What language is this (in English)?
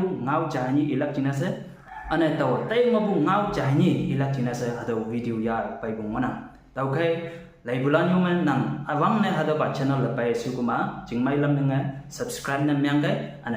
Konyak Naga